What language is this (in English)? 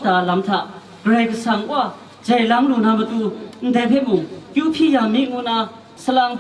Kachin